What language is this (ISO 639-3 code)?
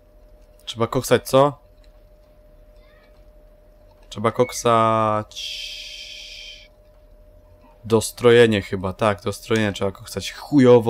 pol